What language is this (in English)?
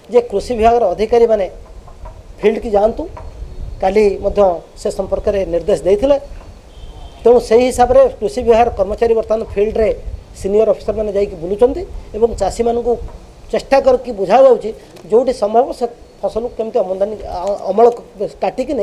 Odia